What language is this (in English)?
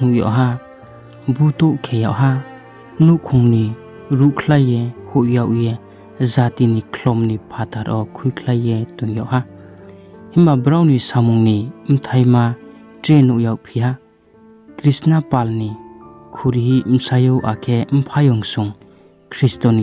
Riang (India)